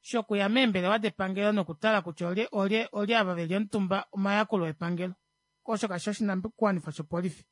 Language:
Kuanyama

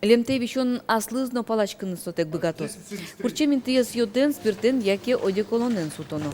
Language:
Udmurt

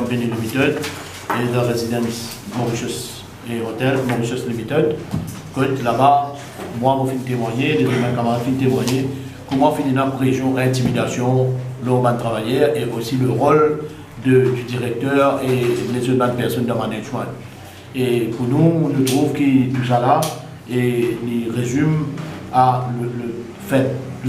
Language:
Morisyen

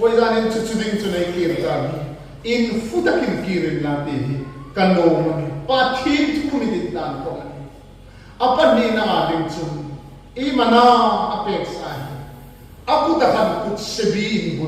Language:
Hmar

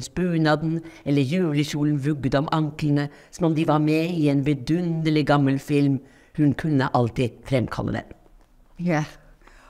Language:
Norwegian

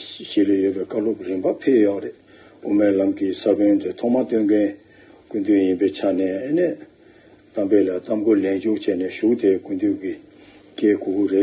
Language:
Tibetan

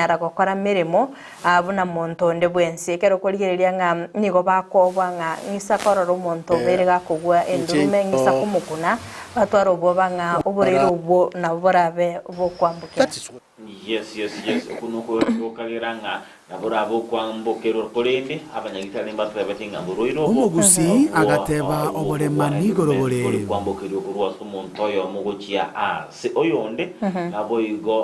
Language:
Gusii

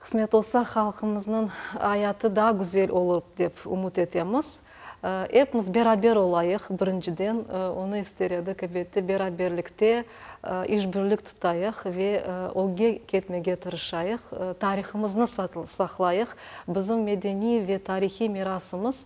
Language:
Crimean Tatar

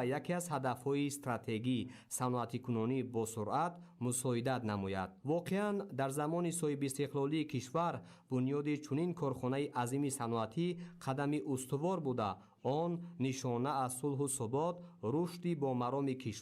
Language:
Tajik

